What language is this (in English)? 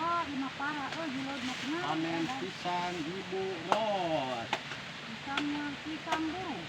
Sundanese